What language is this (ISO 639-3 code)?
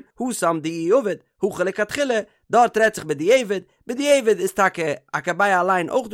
yid